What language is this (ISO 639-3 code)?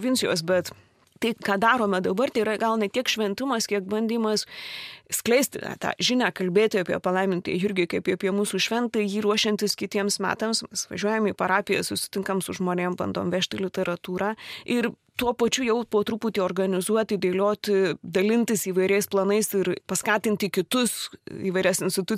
lit